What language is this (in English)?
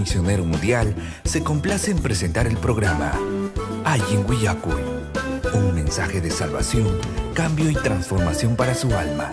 Ayacucho Quechua